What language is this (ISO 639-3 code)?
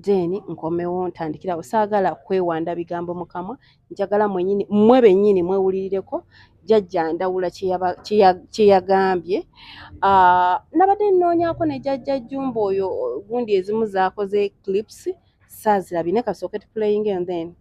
lug